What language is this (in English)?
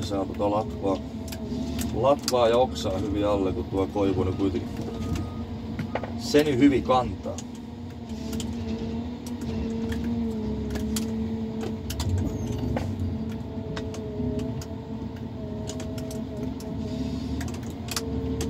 Finnish